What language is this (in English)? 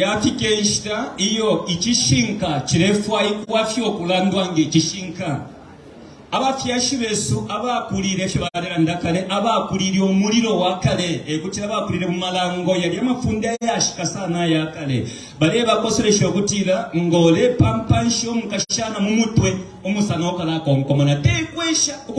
Bemba